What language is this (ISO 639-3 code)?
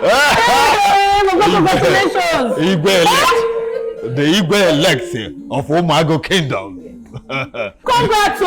pcm